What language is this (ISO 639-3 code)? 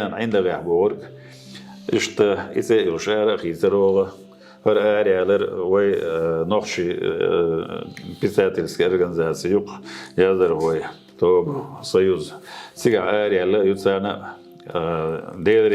che